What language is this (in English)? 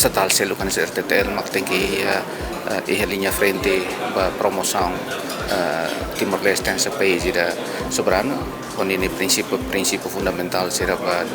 Tetum